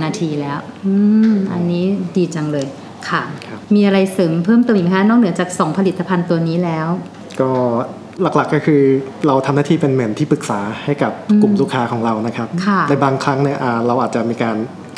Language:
Thai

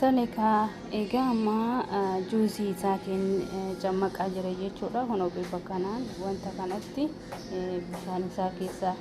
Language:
Oromo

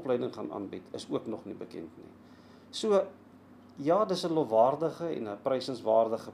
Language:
Afrikaans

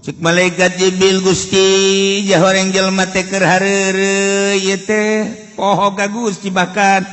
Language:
Sundanese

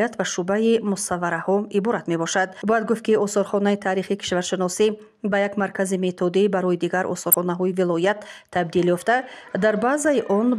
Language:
Tajik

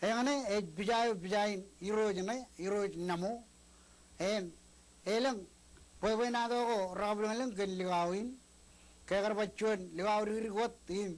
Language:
Marshallese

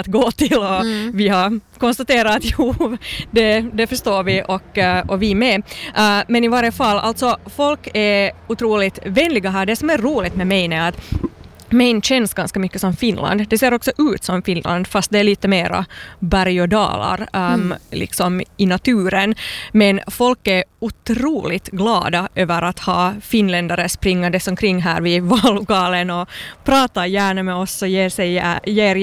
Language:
Swedish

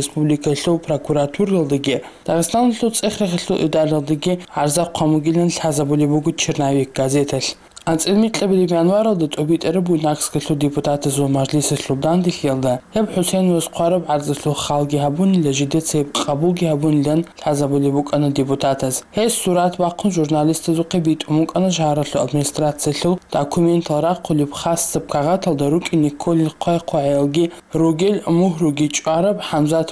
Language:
Avaric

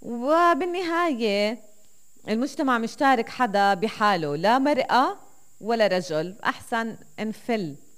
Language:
North Levantine Arabic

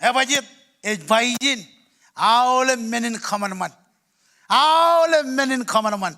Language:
Marshallese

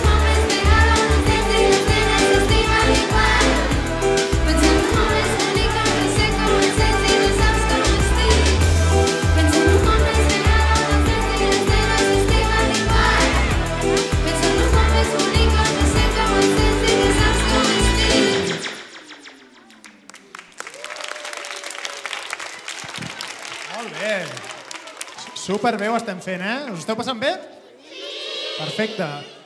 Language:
Catalan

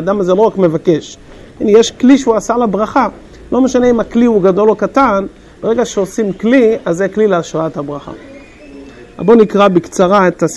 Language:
Hebrew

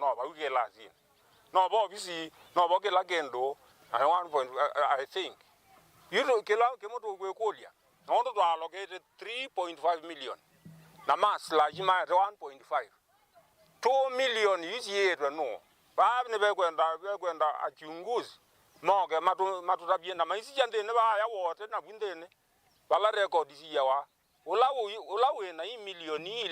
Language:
Kamba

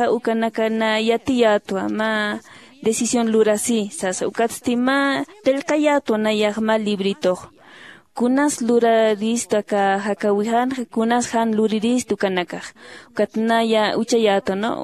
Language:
Aymara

